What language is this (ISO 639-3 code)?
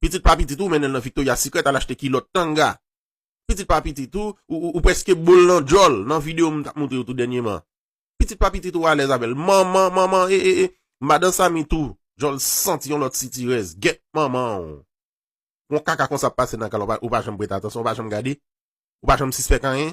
hat